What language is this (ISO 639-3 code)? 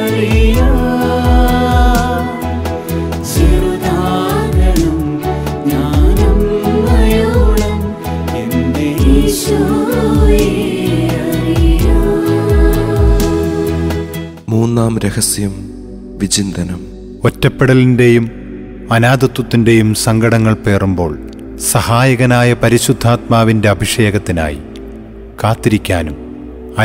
mal